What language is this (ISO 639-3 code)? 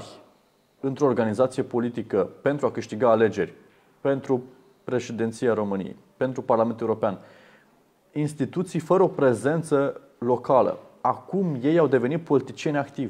ron